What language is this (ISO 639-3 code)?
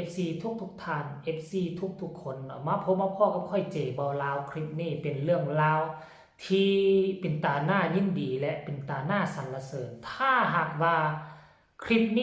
lao